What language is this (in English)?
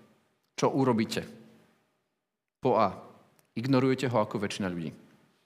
Slovak